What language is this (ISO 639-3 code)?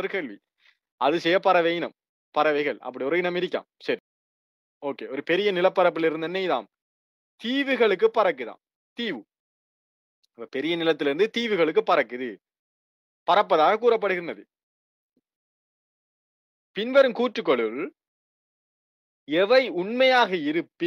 tam